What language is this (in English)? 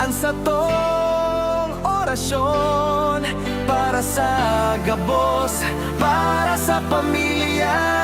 Bikol